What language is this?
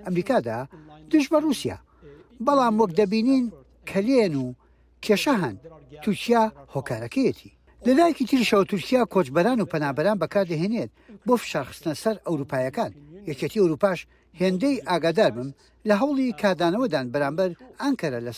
Central Kurdish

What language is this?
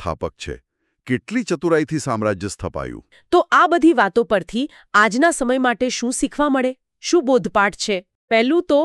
Gujarati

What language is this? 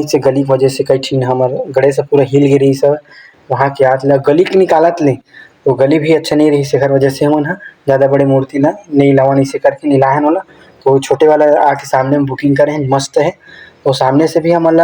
Chhattisgarhi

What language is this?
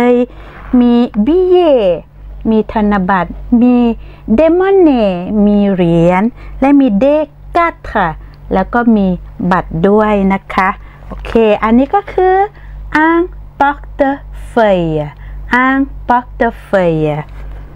Thai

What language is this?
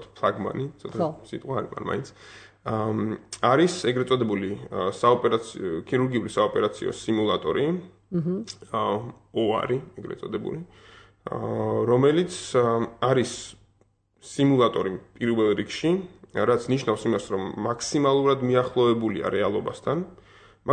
Georgian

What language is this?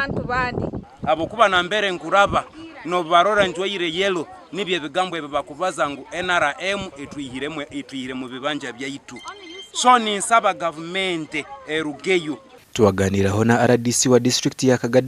Nyankole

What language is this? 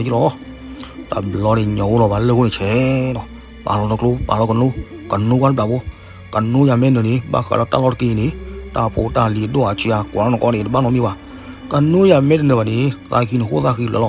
S'gaw Karen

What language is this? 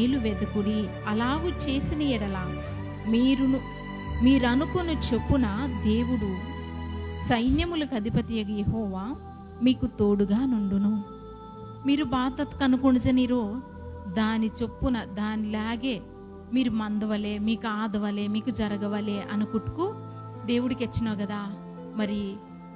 Koya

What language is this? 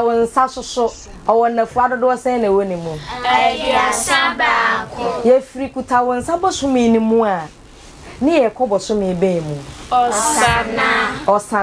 Akan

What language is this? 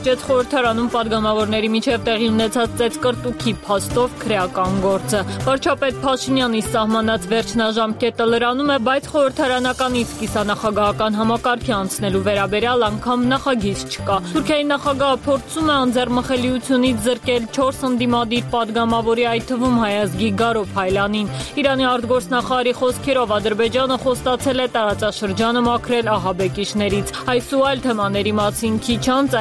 Armenian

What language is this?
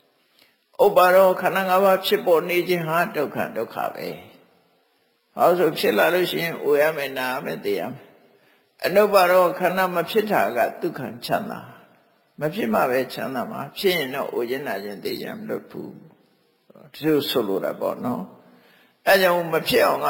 Burmese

